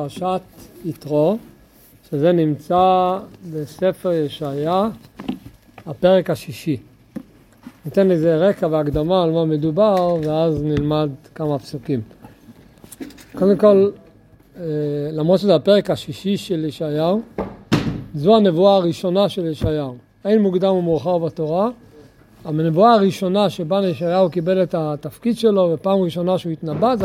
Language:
Hebrew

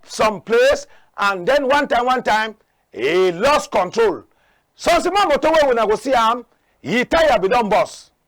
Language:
Cameroon Pidgin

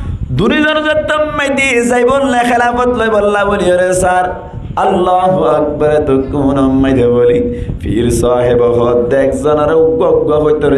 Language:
Rohingya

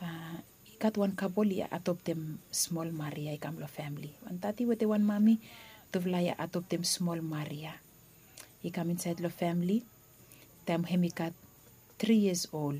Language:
Bislama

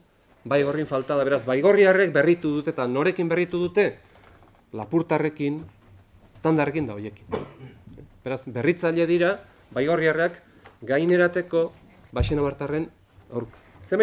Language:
Basque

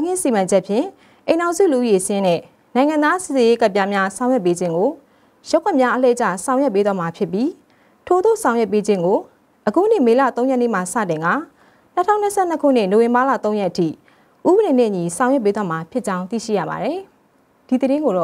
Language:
Burmese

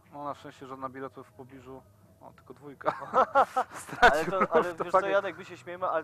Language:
Polish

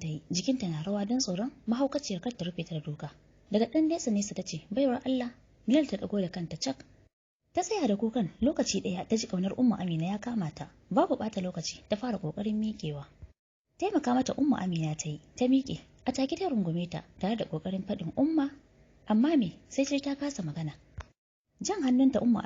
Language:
Hausa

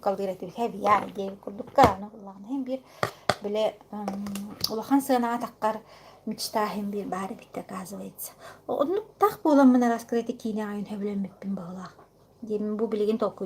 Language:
Yakut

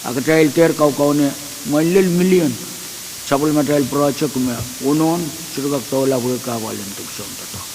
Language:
Pohnpeian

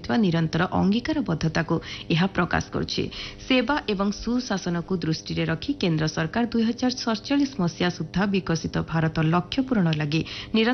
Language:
Odia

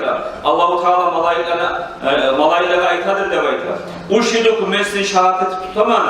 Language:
Kumyk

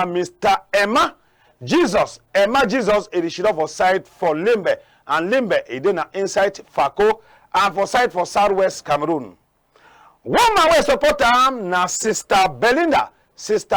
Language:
Cameroon Pidgin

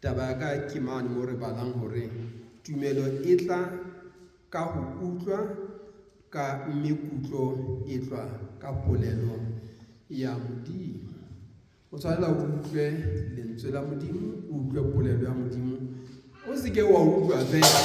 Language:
Southern Sotho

